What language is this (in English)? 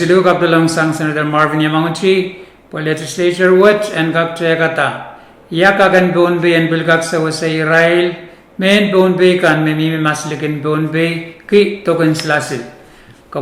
Pohnpeian